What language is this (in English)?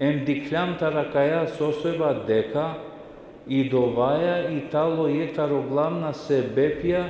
Balkan Romani